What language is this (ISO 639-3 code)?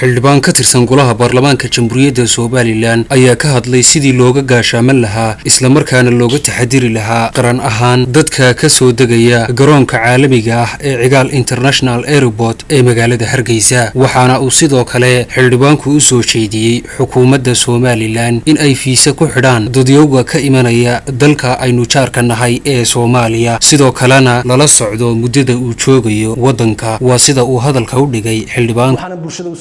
som